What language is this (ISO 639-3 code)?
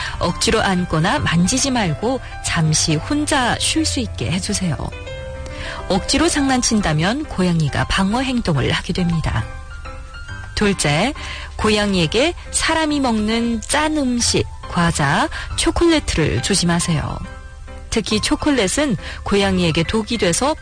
kor